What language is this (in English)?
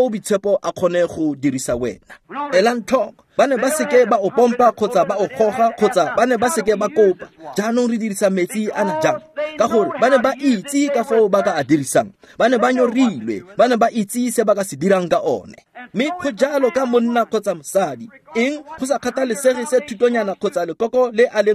Tswana